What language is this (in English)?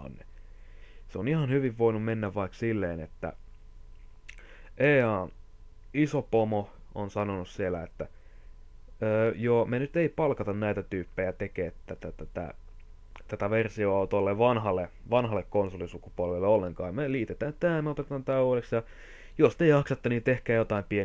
Finnish